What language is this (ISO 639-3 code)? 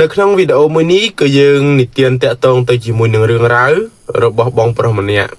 khm